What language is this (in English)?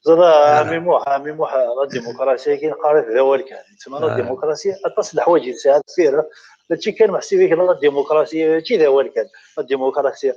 Kabyle